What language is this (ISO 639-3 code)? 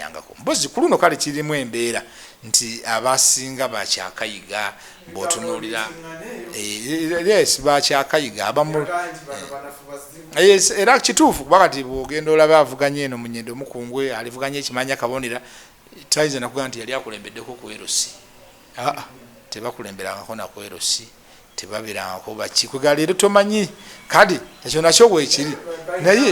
lug